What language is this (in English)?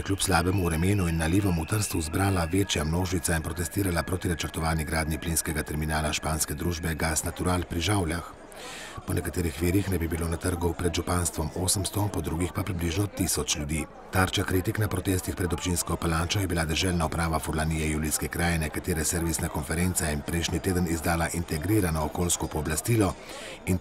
Slovenian